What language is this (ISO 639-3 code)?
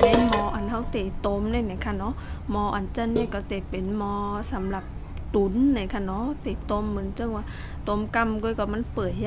shn